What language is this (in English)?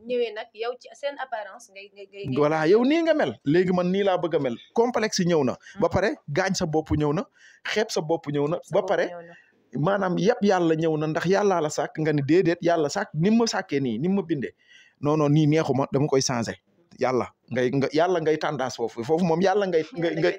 Wolof